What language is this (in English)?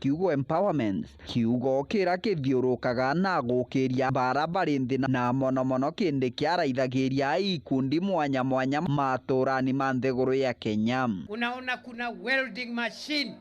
Meru